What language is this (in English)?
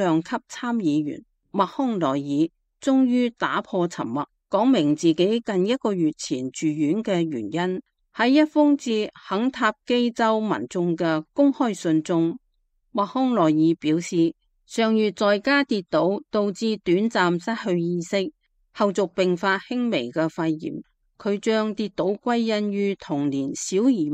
Cantonese